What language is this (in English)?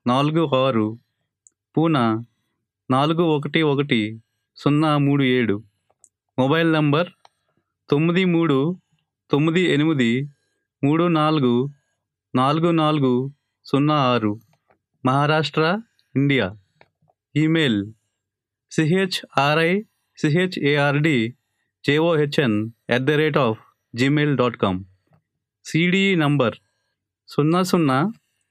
Telugu